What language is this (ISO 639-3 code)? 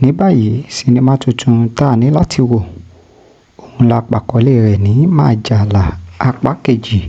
yor